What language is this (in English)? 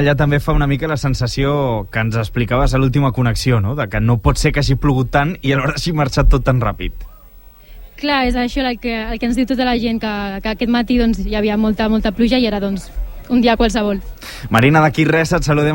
Catalan